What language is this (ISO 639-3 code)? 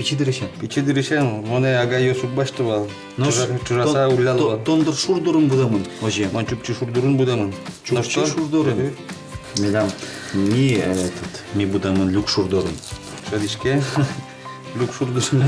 udm